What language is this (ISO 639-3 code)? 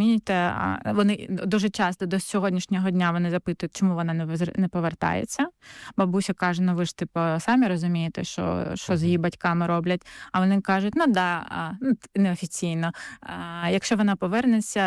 ukr